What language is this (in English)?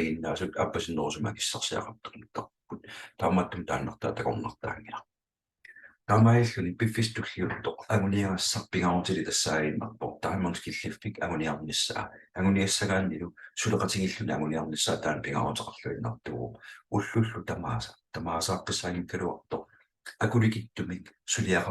Kalaallisut